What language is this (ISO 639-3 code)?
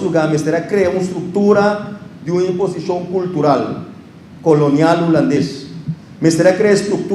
pap